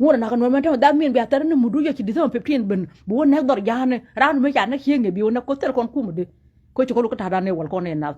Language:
Nuer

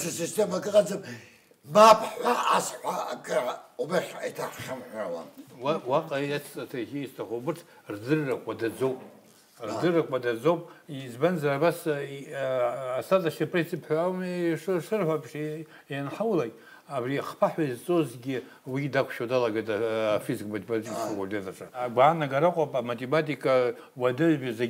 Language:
Abkhazian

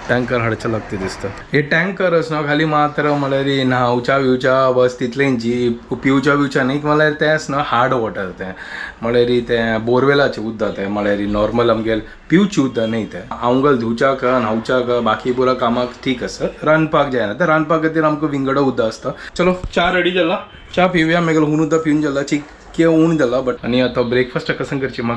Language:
Konkani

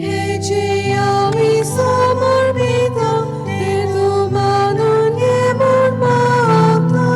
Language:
Konkani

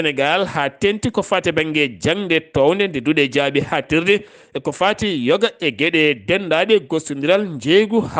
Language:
Fula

